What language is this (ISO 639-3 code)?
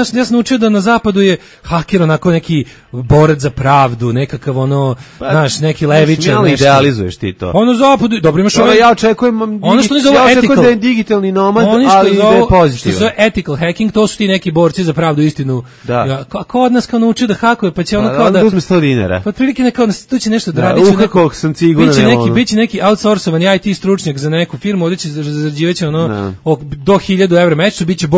srp